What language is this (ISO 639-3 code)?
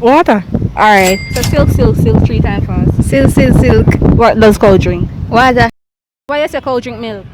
jam